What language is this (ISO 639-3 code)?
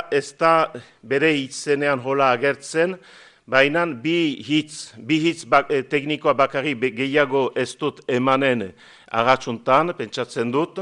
eus